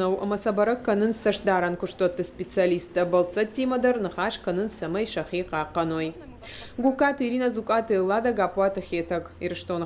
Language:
Ossetic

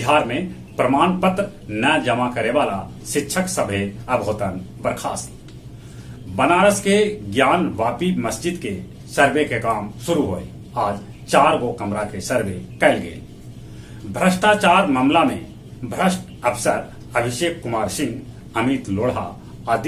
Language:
Magahi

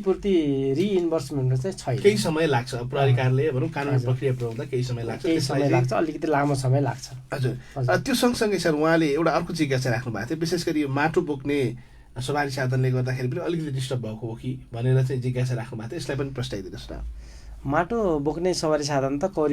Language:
Nepali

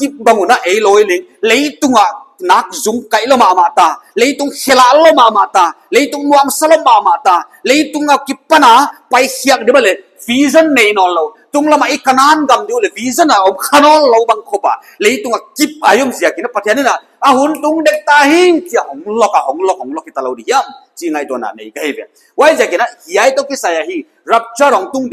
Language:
Paite Chin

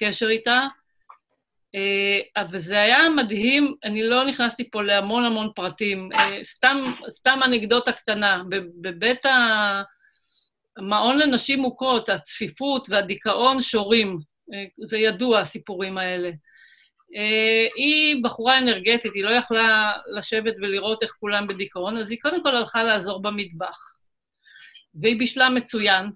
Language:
Hebrew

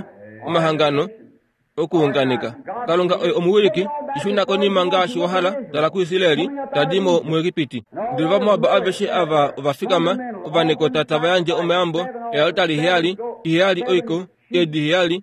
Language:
Kuanyama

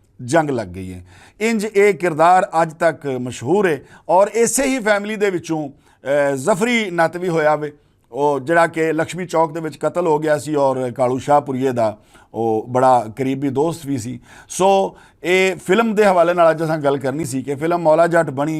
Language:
Western Panjabi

